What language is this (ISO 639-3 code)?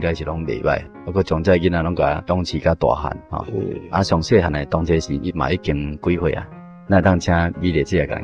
nan